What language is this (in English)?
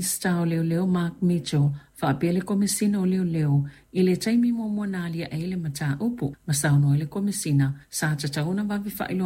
Samoan